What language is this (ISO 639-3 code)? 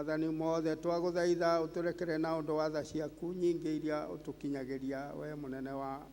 kik